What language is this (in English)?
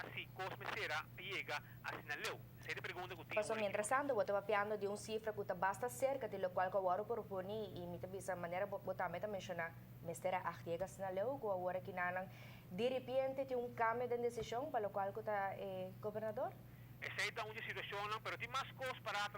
Papiamento